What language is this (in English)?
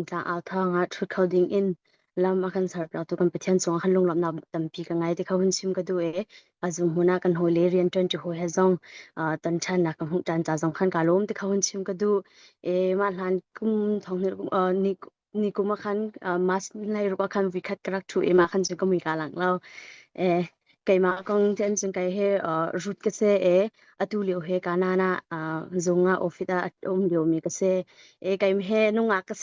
Hakha Chin